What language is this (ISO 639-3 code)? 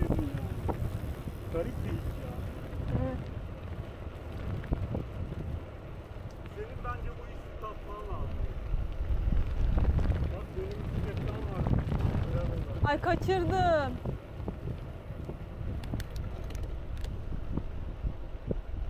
tur